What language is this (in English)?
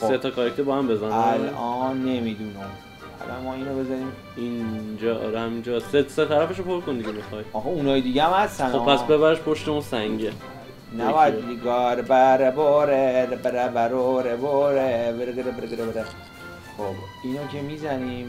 Persian